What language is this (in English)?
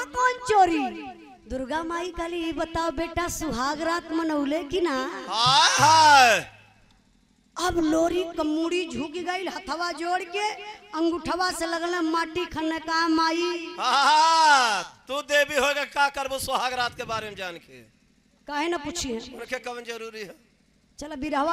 Bhojpuri